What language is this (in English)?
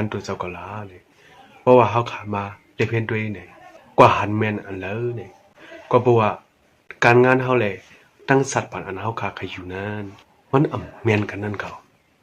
Shan